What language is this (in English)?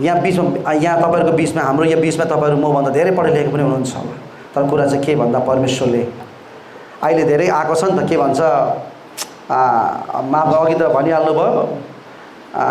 Nepali